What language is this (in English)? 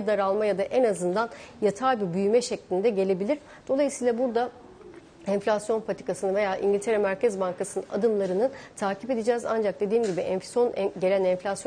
Turkish